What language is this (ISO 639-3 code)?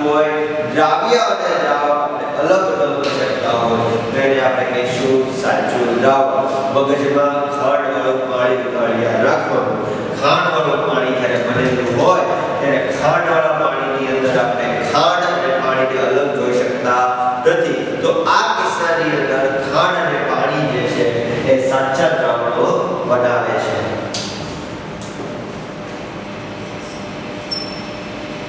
guj